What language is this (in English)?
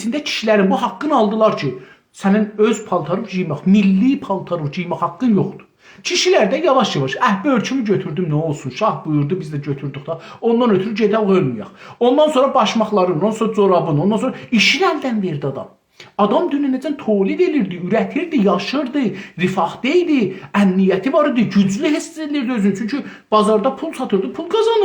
South Azerbaijani